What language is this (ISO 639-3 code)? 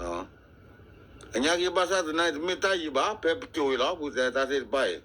ksw